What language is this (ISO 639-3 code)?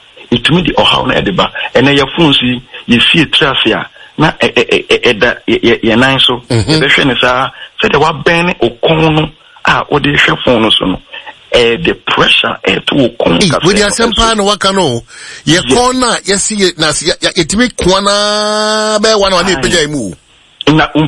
aka